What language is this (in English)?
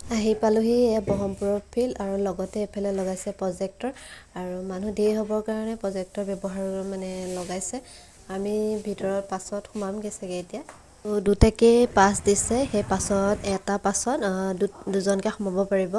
Assamese